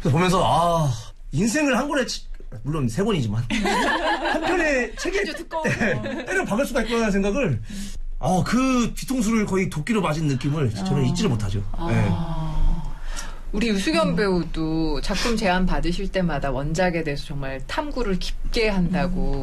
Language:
Korean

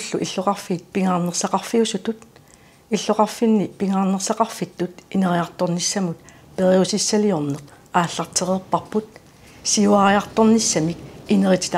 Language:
Kalaallisut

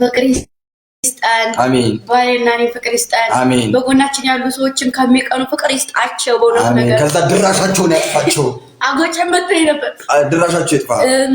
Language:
Amharic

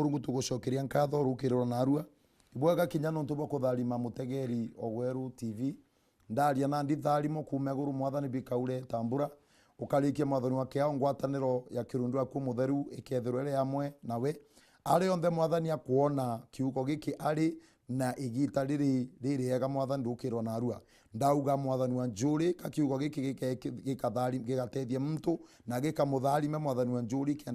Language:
Meru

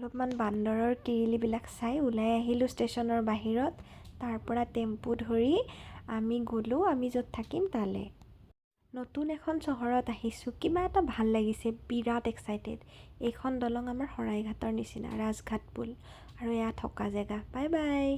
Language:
Assamese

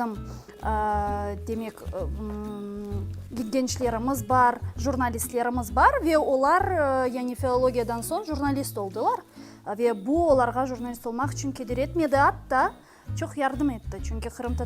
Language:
Crimean Tatar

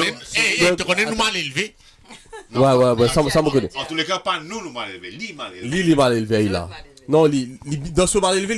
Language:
Morisyen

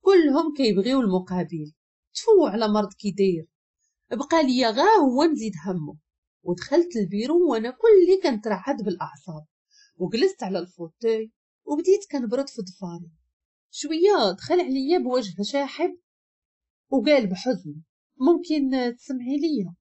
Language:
Moroccan Arabic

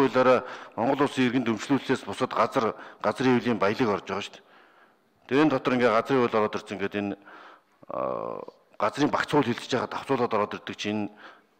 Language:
Mongolian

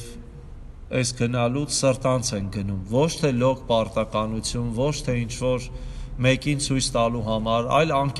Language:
Armenian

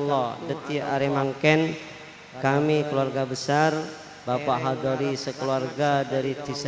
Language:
Madurese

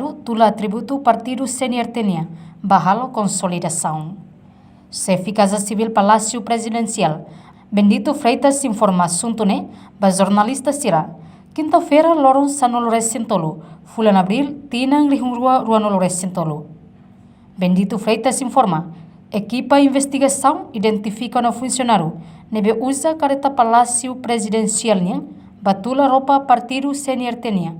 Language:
Tetum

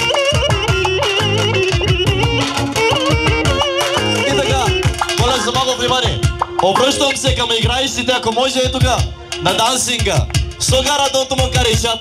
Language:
Bulgarian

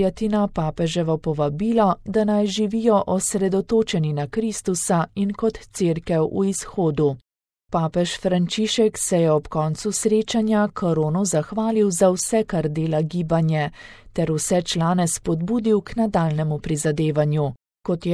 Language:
Slovenian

